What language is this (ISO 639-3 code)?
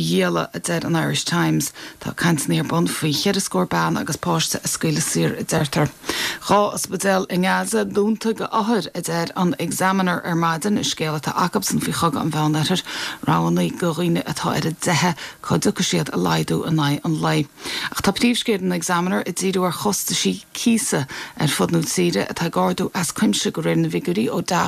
gle